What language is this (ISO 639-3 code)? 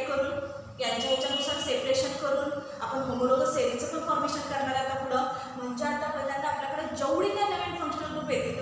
mar